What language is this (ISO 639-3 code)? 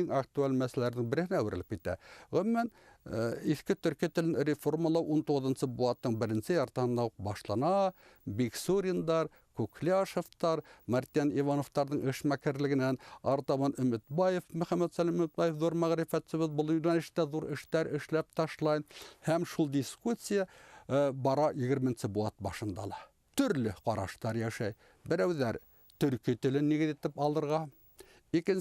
bak